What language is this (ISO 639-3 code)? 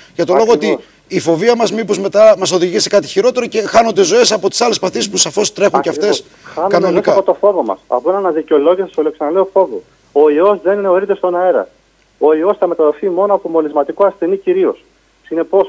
ell